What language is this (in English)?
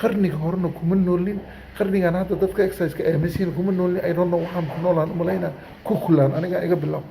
Somali